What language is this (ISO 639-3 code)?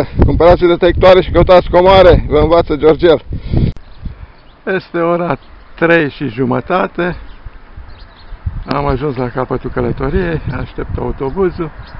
ron